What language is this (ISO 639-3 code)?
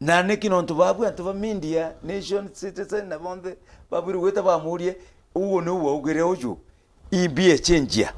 mer